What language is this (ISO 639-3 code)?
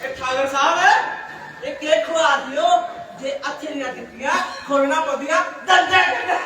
doi